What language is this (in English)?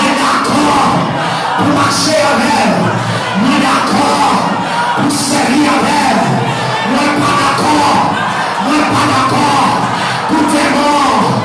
Haitian Creole